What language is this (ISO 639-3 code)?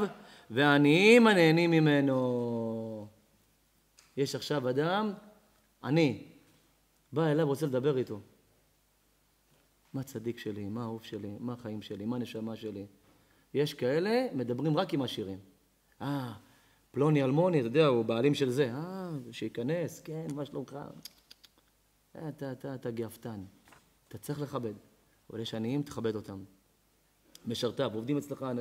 heb